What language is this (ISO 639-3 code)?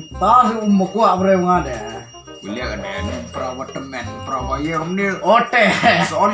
kha